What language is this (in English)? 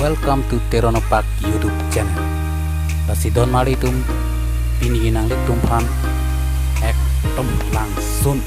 Karbi